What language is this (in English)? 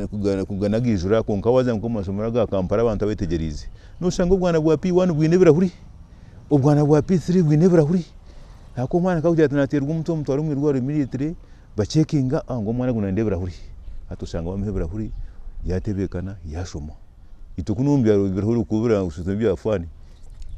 Nyankole